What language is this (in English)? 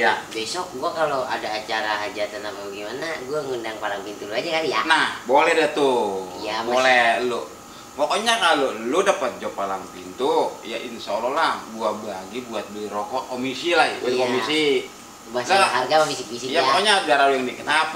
Betawi